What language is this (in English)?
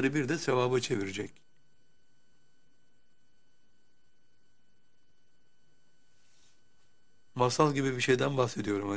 Turkish